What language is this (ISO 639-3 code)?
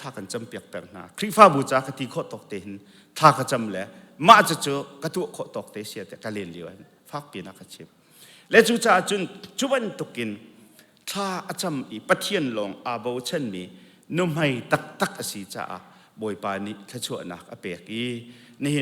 cnh